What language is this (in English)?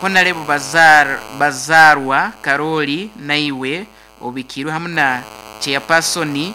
Nyankole